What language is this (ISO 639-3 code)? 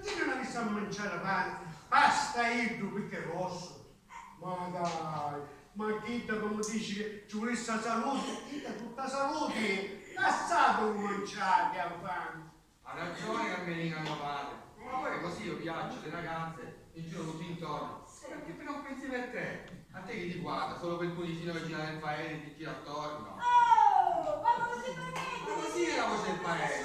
scn